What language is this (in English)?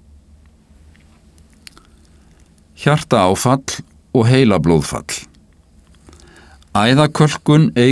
Icelandic